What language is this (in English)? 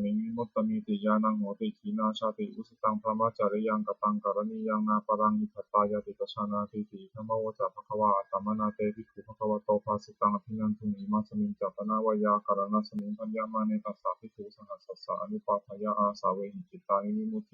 Pali